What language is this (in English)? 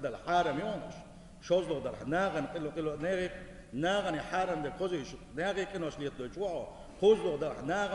Chechen